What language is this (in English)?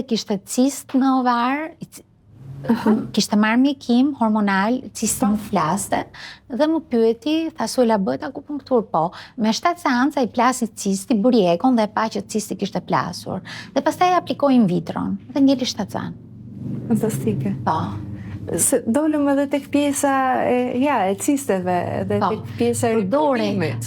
Albanian